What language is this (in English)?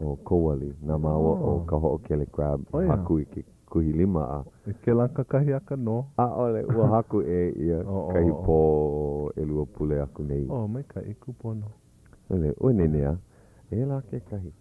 Hawaiian